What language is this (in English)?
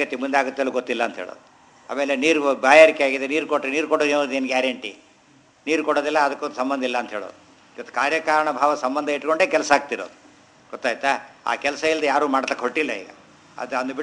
Kannada